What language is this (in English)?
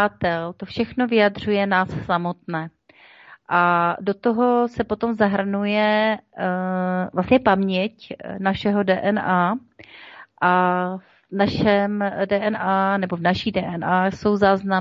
Czech